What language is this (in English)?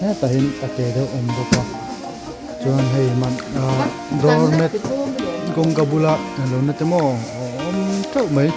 Mizo